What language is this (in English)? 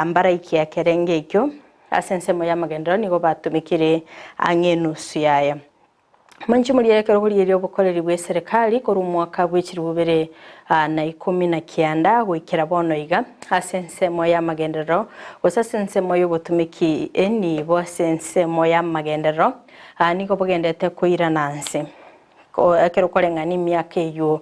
Gusii